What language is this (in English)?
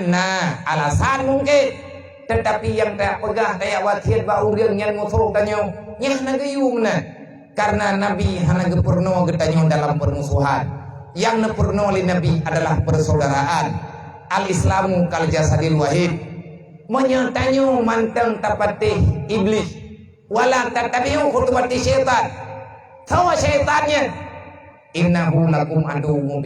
Achinese